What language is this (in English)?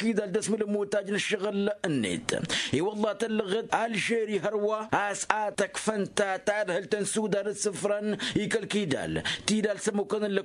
Tamasheq